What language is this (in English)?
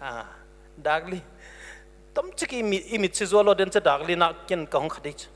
Paite Chin